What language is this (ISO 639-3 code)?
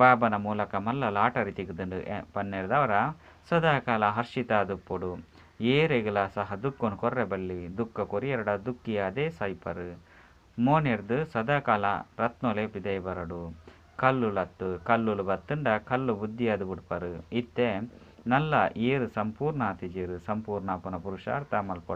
tcy